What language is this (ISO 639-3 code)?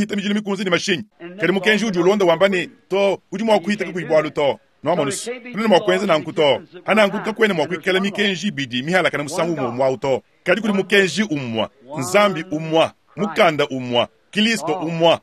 lua